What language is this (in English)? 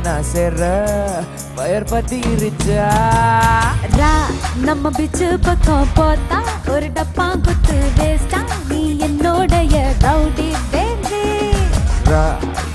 Tamil